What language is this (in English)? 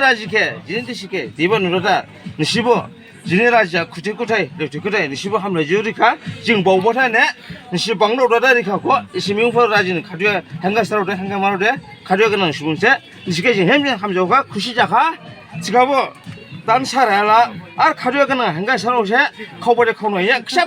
Dimasa